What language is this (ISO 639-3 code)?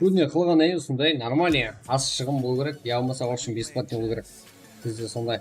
kaa